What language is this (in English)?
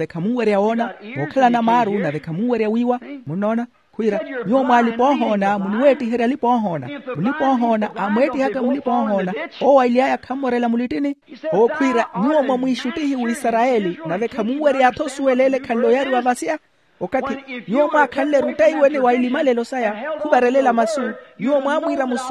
Makhuwa